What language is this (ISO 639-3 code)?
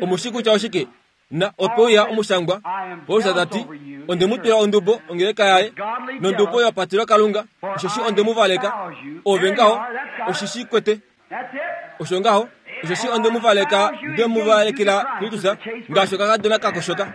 kua